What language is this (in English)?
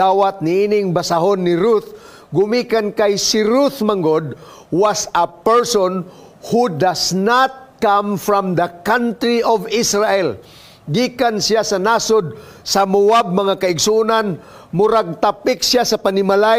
Cebuano